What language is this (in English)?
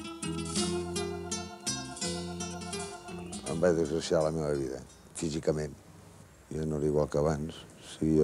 Catalan